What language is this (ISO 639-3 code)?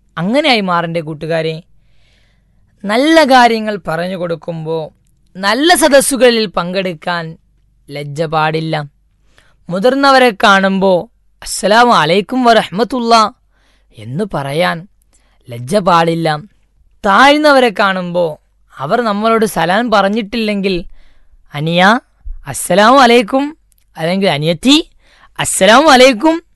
mal